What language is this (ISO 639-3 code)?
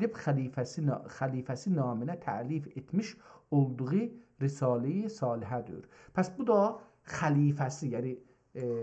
azb